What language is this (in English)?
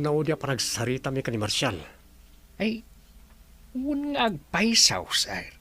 Iloko